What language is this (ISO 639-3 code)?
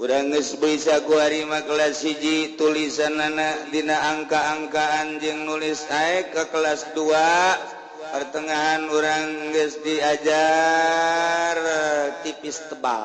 sun